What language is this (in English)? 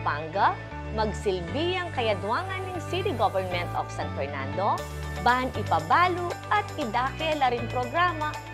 Pampanga